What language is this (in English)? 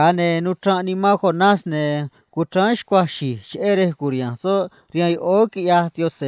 Copala Triqui